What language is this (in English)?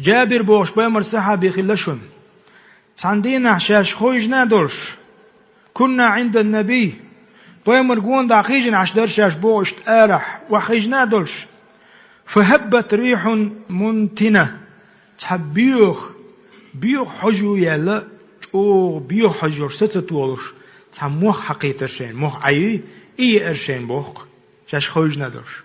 Chechen